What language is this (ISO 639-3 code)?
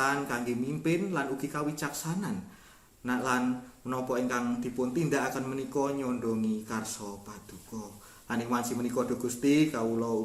jav